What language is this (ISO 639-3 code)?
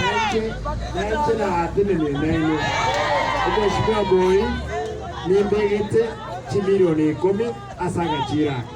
guz